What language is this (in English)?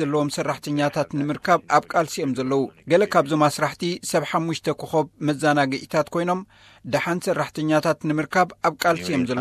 Tigrinya